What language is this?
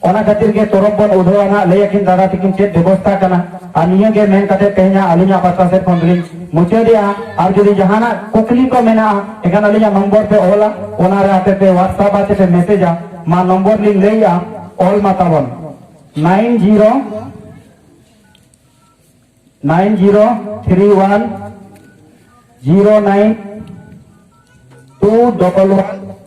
Santali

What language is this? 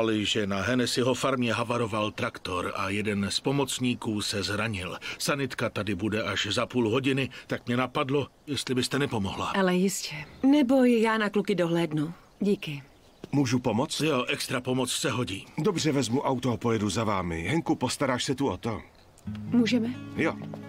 Czech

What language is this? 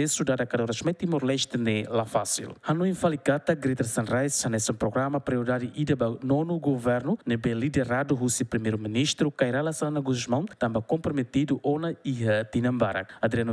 Tetum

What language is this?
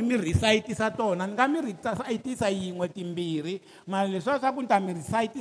Tsonga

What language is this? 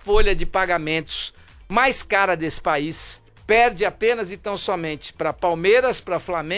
Portuguese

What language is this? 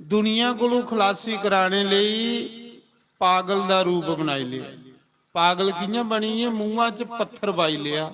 Dogri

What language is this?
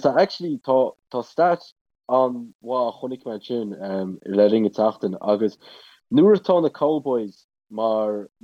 Irish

